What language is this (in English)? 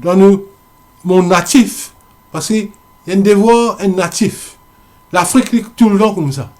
Morisyen